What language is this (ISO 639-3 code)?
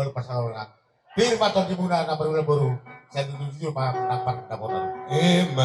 bbc